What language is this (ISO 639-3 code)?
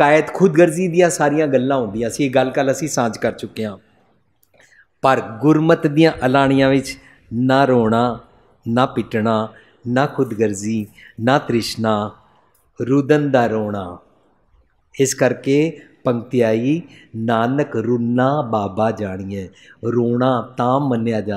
pan